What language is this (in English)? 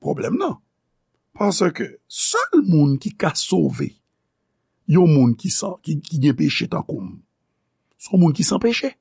Haitian Creole